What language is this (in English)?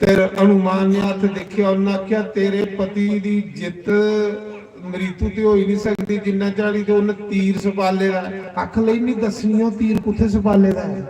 Dogri